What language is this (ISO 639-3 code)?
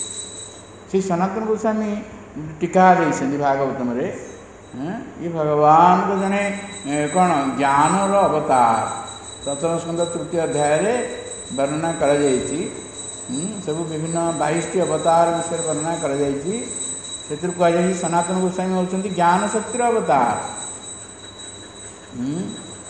ori